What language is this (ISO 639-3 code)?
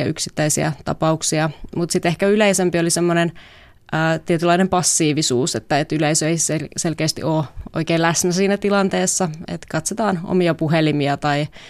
fin